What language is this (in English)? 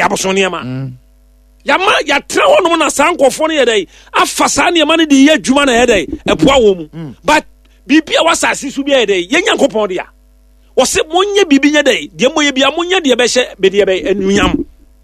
Akan